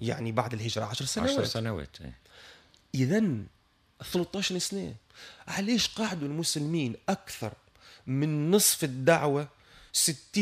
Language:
Tunisian Arabic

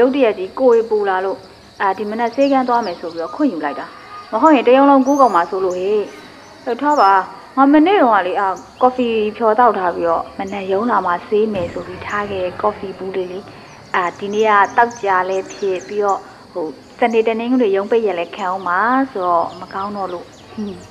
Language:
Burmese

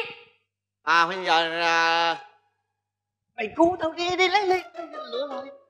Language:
Vietnamese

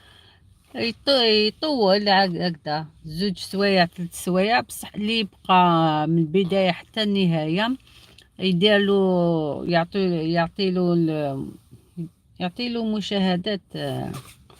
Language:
Algerian Arabic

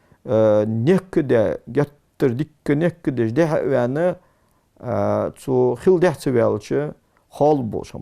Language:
Ingush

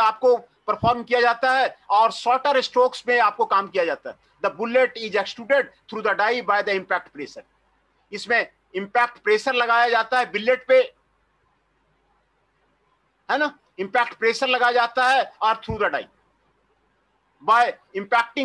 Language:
Hindi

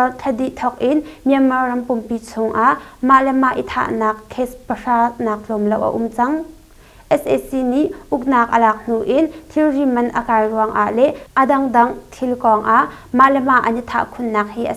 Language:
Hakha Chin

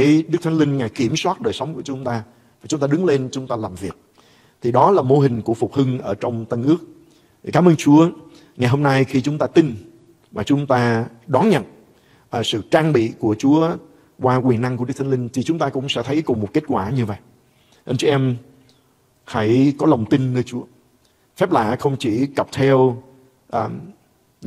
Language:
Vietnamese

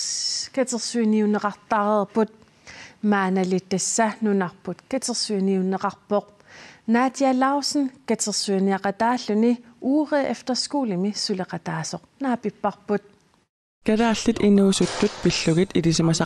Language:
Kalaallisut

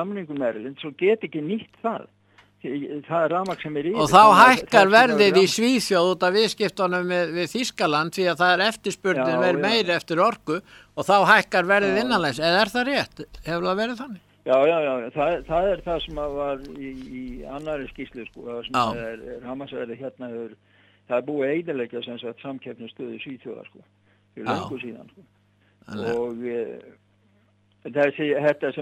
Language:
Icelandic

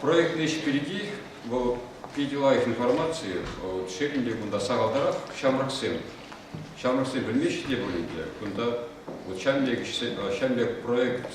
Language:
Chuvash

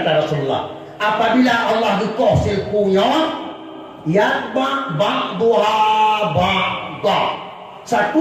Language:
Achinese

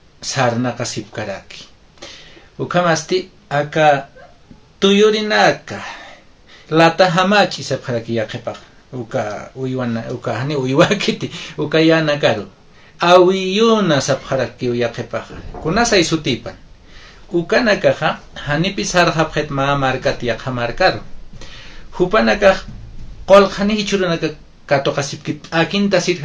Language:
Aymara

